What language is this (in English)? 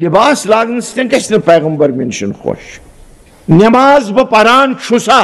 Kashmiri